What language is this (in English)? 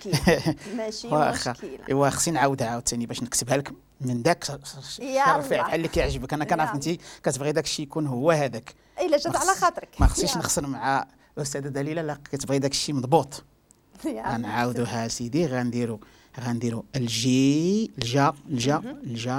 Moroccan Arabic